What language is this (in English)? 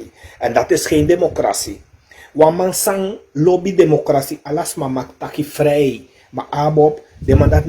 Sranan Tongo